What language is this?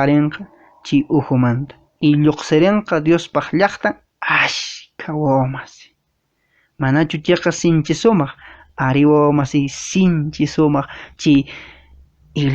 Quechua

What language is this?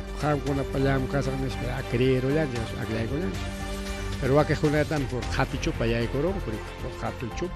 Ayacucho Quechua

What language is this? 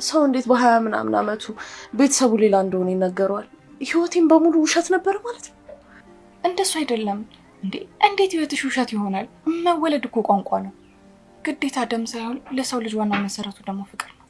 Amharic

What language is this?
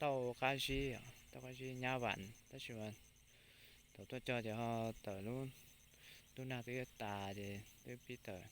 Hmong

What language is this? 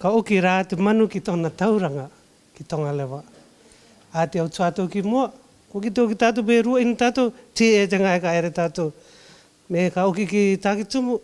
Rarotongan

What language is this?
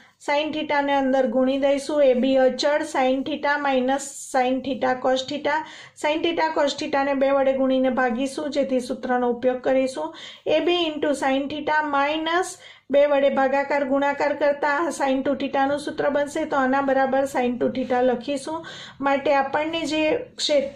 Gujarati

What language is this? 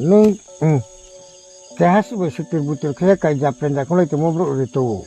Riang (India)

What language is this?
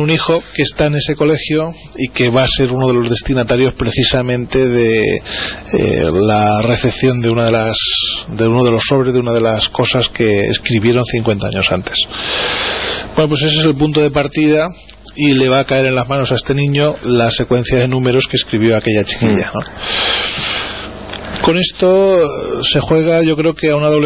Spanish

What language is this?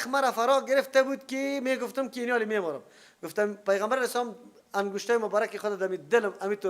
Persian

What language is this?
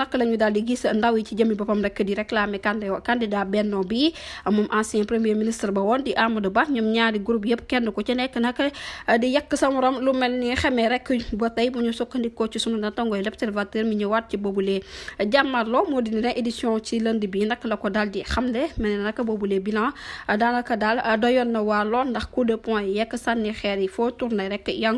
Wolof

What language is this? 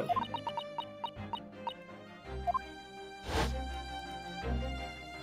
Japanese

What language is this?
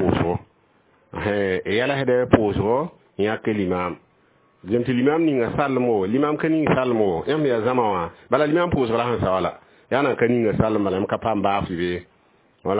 Mossi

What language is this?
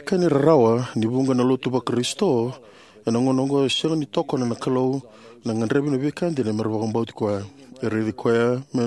Fijian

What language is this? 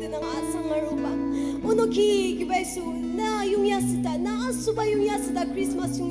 Ao Naga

